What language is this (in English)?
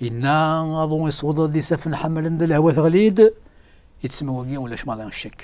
Kabyle